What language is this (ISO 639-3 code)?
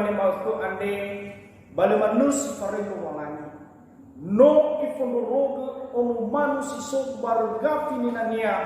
nia